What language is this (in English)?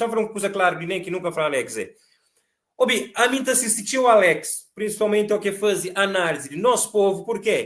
Kabuverdianu